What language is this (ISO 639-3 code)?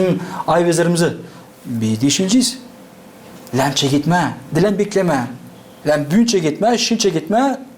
gag